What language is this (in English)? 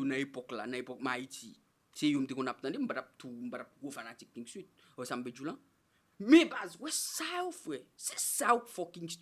Haitian Creole